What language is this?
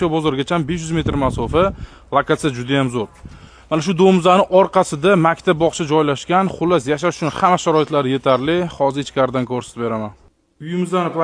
Uzbek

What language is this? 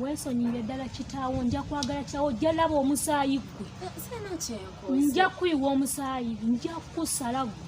Ganda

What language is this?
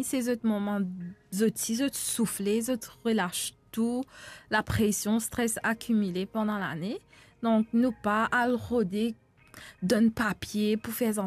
Morisyen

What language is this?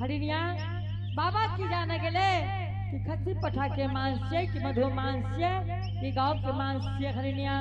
Angika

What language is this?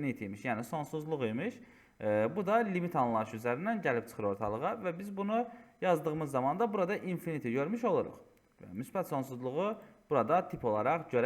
Azerbaijani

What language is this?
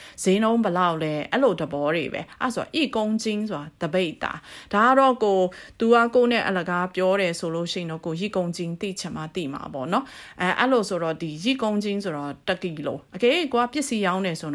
Burmese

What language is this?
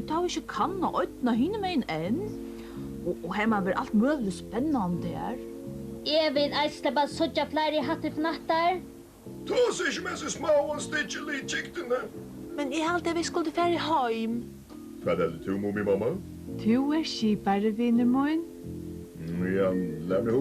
Faroese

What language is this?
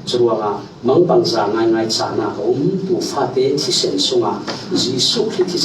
Falam Chin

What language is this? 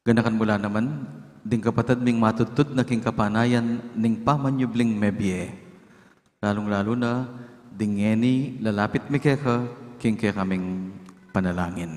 Pampanga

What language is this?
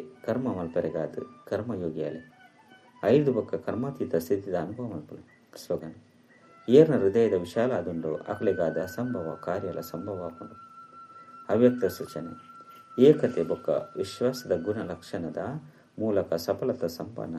Tulu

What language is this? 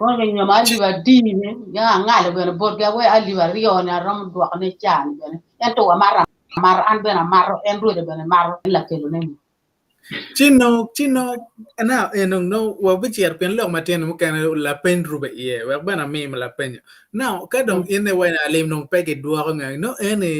Acoli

